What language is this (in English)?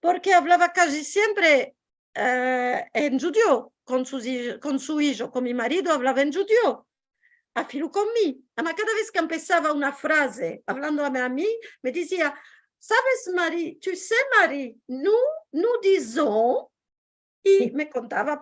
Ladino